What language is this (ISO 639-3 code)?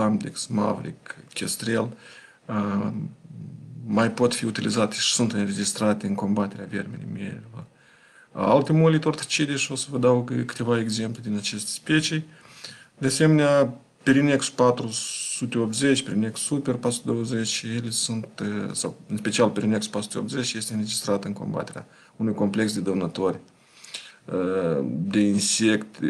ron